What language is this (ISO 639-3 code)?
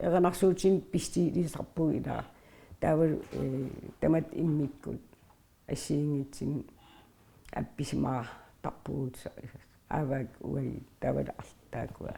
kal